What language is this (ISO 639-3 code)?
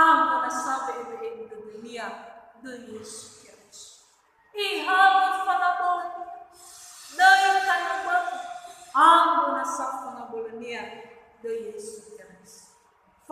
nia